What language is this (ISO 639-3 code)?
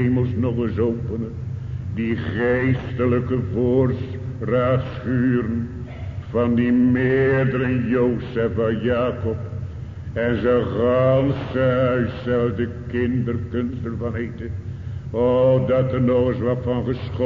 nld